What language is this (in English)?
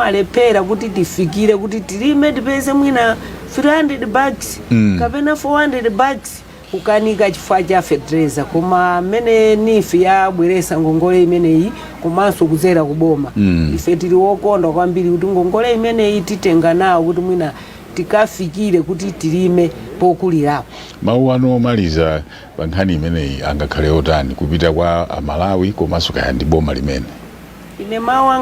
Nyanja